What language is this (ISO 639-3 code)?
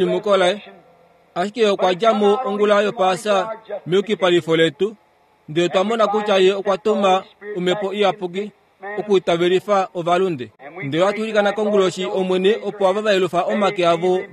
kua